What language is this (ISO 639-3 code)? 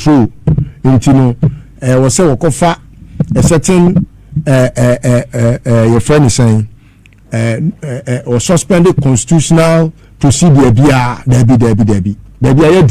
aka